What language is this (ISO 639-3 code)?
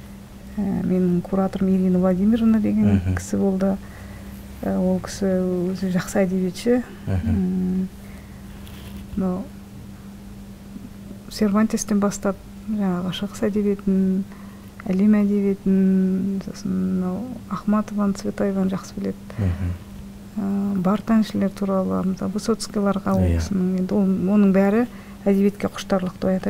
kaz